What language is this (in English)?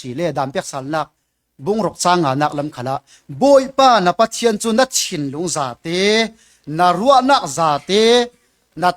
Falam Chin